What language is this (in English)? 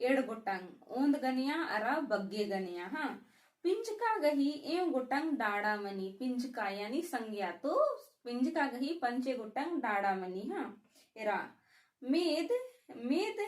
Kurukh